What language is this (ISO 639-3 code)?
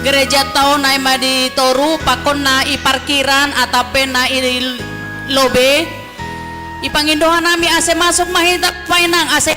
bts